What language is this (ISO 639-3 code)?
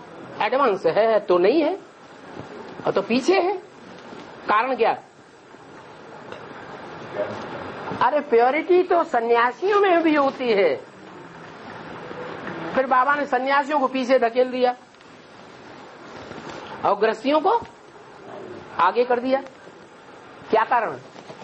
hin